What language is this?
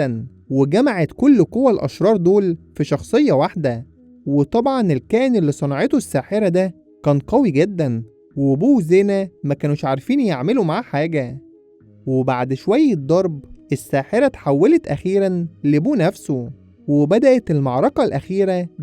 Egyptian Arabic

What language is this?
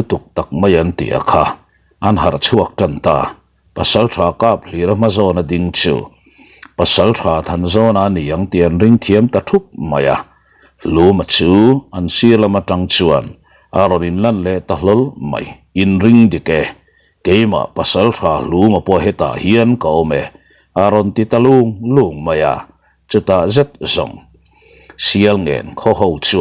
Mizo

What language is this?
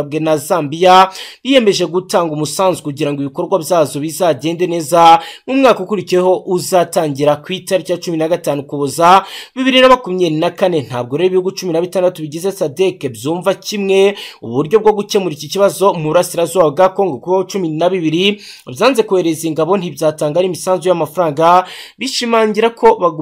Kinyarwanda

